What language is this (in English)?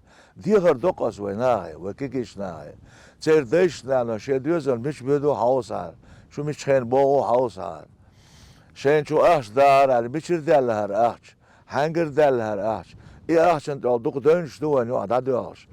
Chechen